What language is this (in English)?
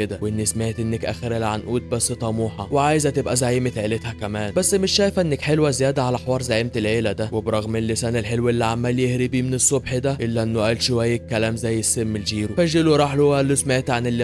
Egyptian Arabic